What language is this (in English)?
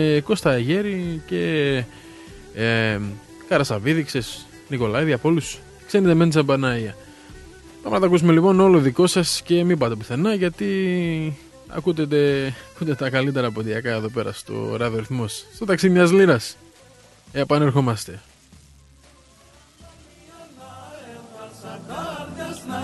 Greek